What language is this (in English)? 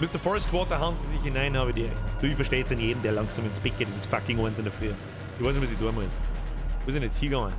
Bavarian